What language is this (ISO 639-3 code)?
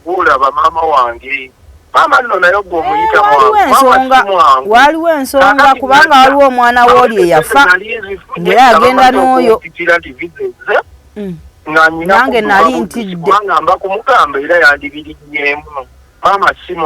lug